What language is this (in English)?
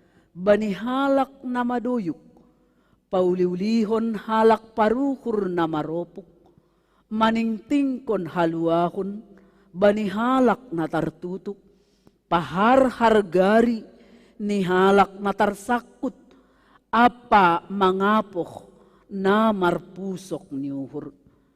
Batak Simalungun